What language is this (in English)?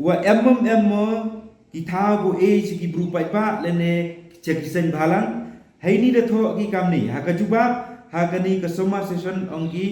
Pnar